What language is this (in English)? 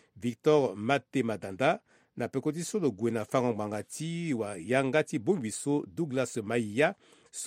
Sango